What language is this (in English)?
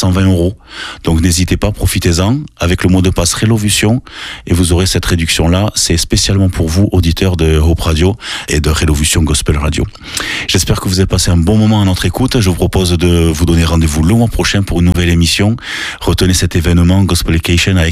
French